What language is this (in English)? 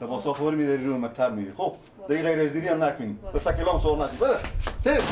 Persian